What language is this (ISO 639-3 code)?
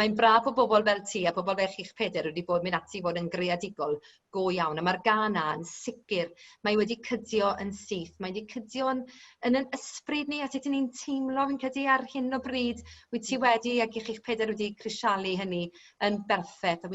cym